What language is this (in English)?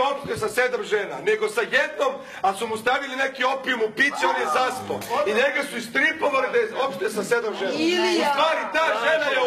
Serbian